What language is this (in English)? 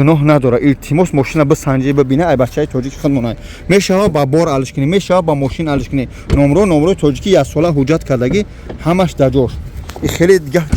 Tajik